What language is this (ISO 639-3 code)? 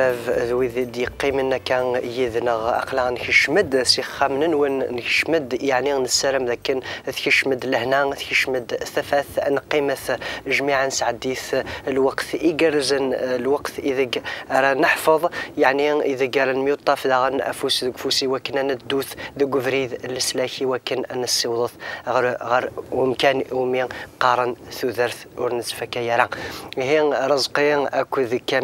kab